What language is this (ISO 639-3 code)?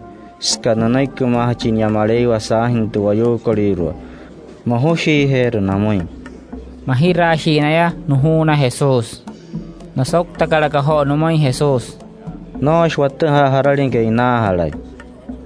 guc